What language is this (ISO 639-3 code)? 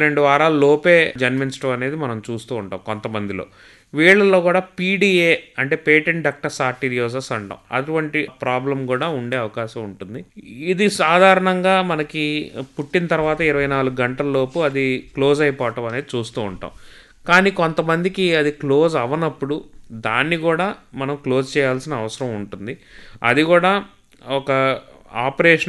tel